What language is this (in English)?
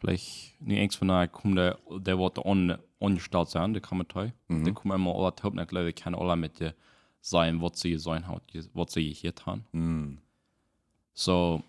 Plautdietsch